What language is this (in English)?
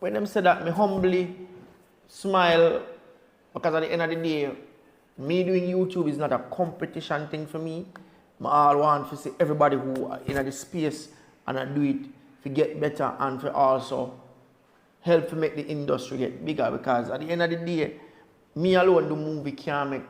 Jamaican Creole English